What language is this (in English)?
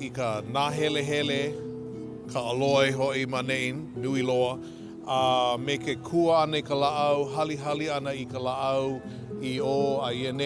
Hawaiian